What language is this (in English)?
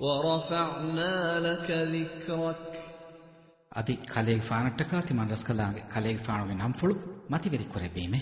Divehi